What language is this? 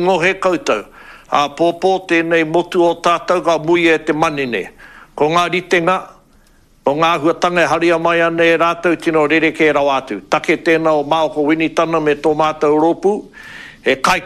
Māori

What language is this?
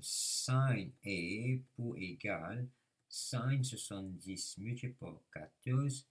Morisyen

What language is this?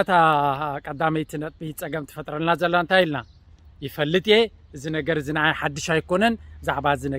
Tigrinya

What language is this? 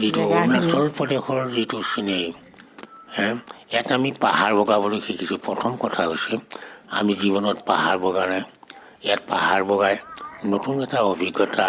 Assamese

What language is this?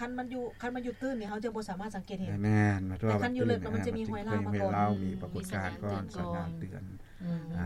Lao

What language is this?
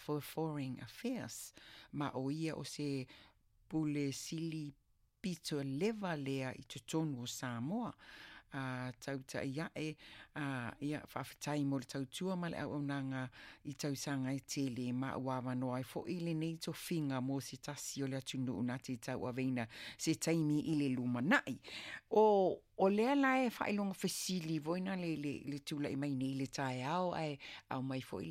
Samoan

